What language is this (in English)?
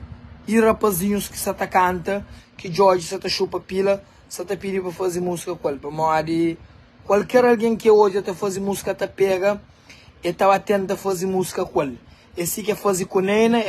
Kabuverdianu